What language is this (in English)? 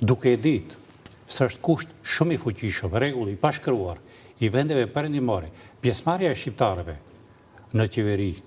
Albanian